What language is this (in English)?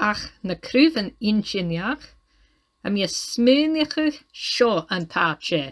Scottish Gaelic